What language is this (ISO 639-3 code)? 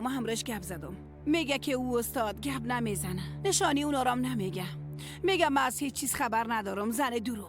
fas